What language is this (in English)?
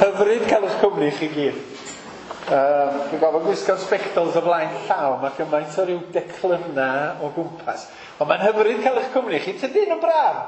Welsh